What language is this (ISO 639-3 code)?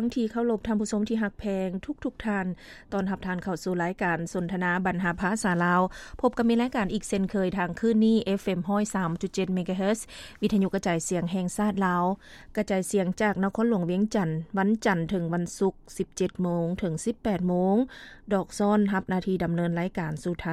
lao